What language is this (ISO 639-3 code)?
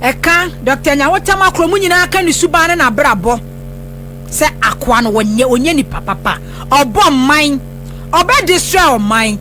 aka